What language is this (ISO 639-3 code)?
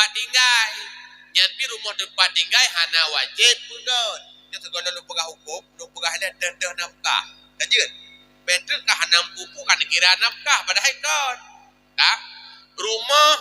ace